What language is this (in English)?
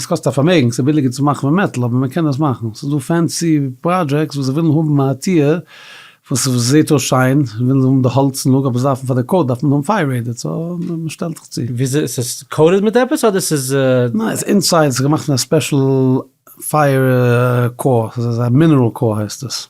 Yiddish